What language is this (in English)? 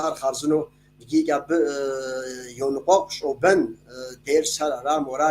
Kabardian